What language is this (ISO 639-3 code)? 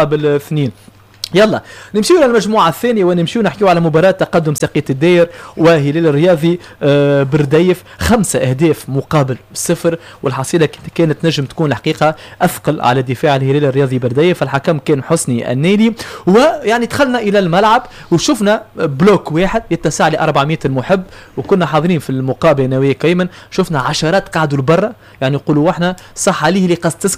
aeb